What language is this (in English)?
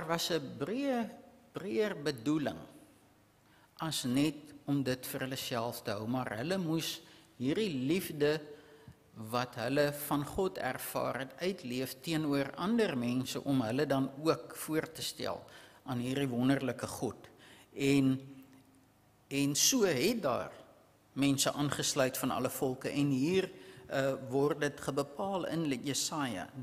Afrikaans